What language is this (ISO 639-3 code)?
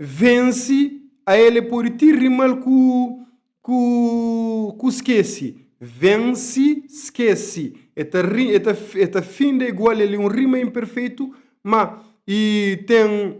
kea